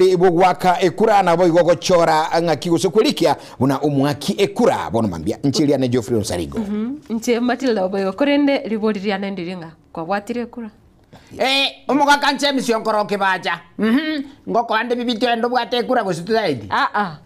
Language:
Gusii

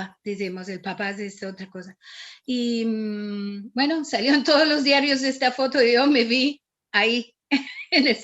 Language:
Ladino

